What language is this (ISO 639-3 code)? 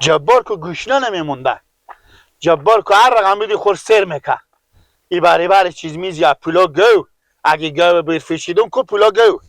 fas